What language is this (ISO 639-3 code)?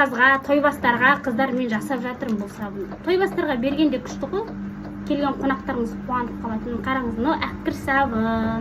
kaz